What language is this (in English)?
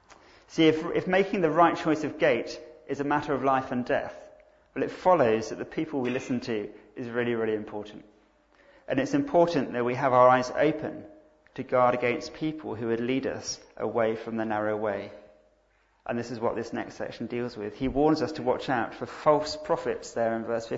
English